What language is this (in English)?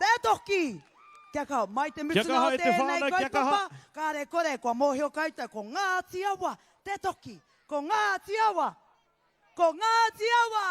Māori